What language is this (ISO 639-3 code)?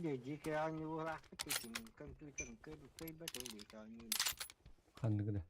sah